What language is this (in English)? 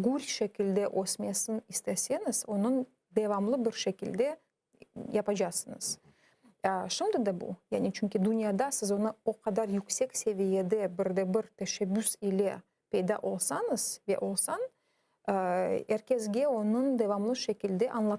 Crimean Tatar